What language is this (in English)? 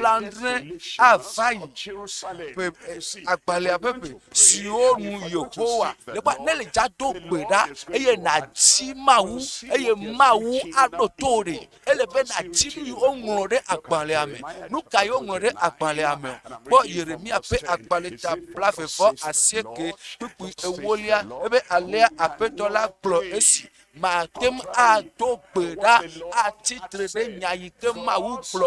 Ewe